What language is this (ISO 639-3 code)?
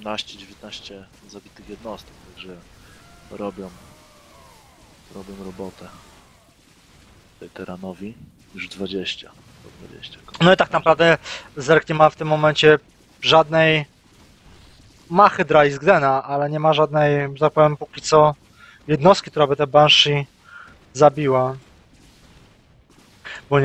pol